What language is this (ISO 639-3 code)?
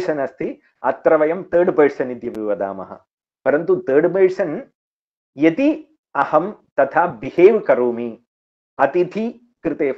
san